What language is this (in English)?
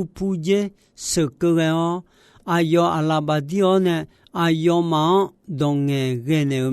Akha